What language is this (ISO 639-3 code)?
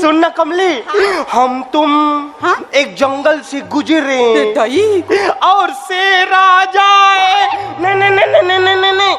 hne